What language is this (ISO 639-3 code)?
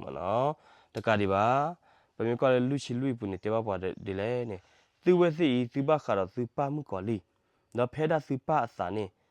ksw